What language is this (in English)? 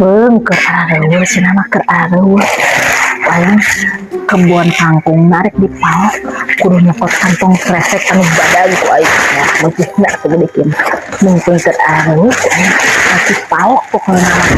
Sundanese